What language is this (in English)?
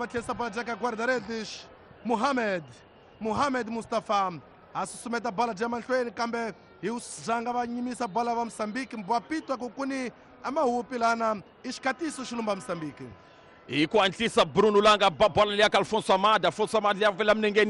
Tsonga